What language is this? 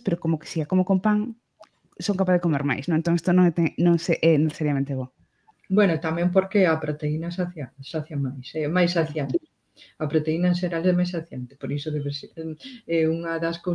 Galician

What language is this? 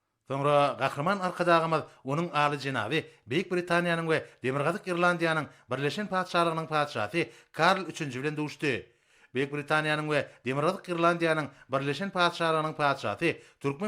Turkmen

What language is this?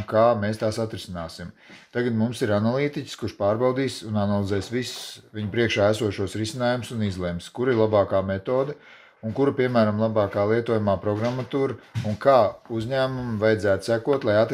Latvian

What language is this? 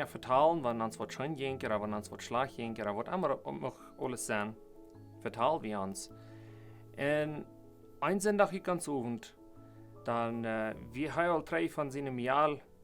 Plautdietsch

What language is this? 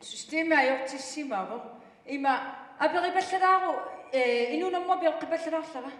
Kalaallisut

